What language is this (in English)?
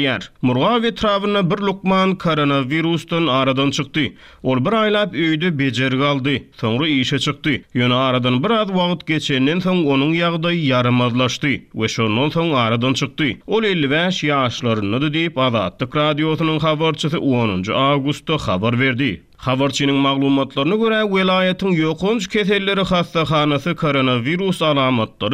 Turkmen